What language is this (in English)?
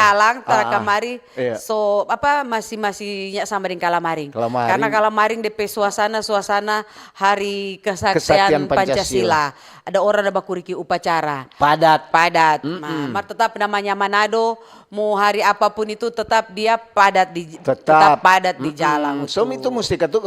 Manado Malay